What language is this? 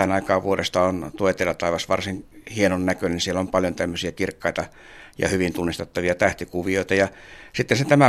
Finnish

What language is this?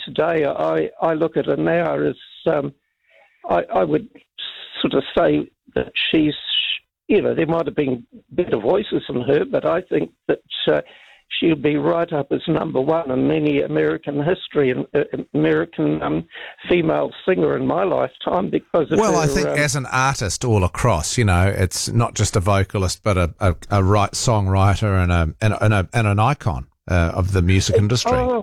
English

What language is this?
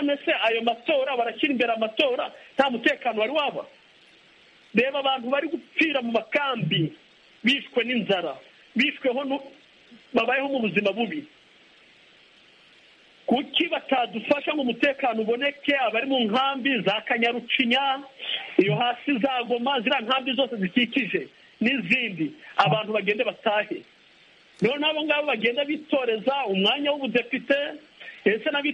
Kinyarwanda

